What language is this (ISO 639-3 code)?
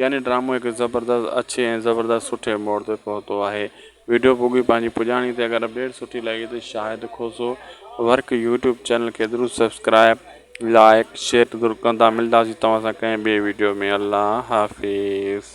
snd